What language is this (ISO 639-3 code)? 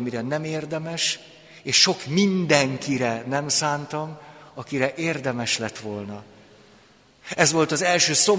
hun